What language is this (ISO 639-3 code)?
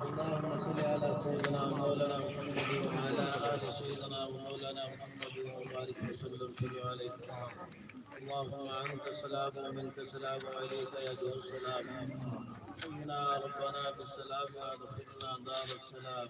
skr